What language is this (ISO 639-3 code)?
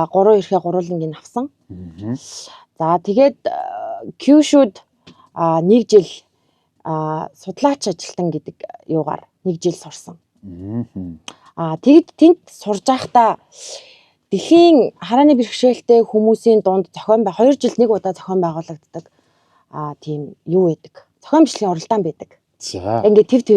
mon